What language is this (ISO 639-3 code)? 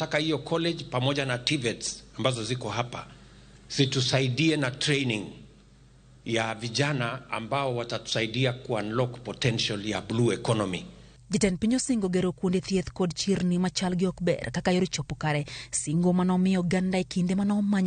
luo